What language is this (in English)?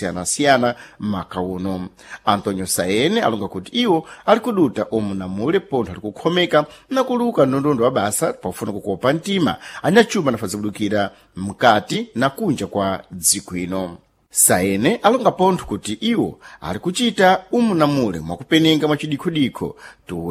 Sena